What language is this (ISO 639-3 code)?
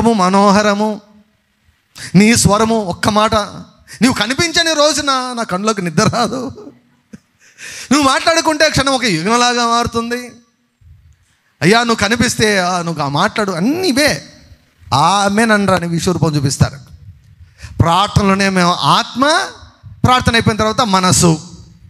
tel